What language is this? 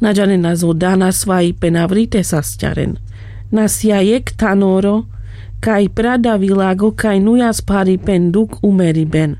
Carpathian Romani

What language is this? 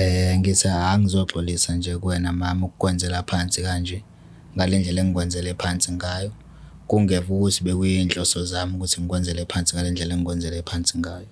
Zulu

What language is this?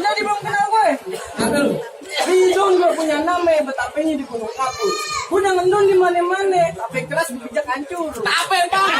Betawi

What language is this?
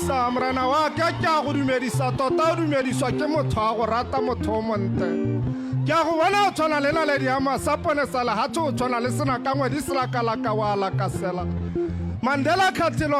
Tswana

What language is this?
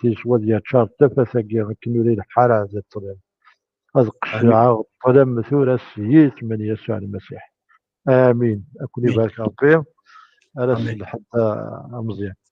Kabyle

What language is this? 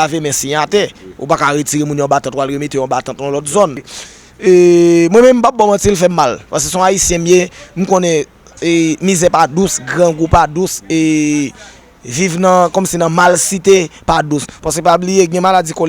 Haitian Creole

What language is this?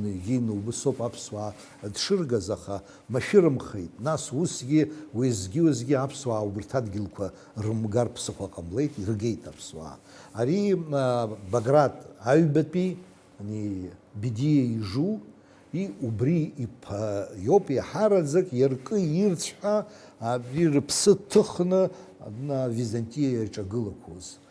Abkhazian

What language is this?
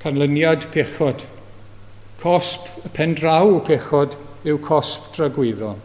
Welsh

